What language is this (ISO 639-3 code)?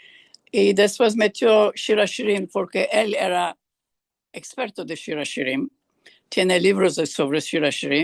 lad